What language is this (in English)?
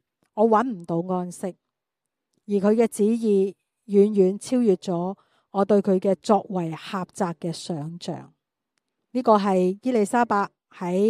Cantonese